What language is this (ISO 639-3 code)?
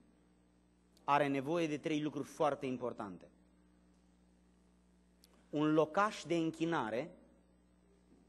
ron